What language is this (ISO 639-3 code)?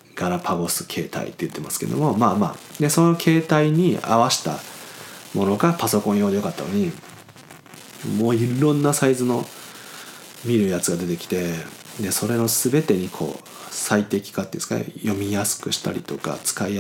jpn